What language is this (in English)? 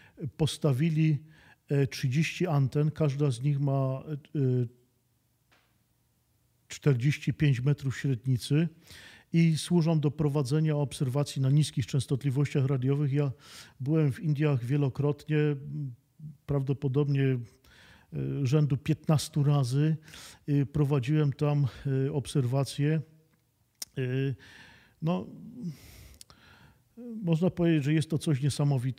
Polish